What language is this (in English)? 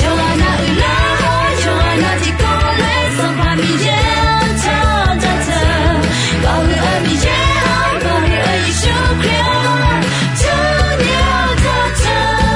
Akha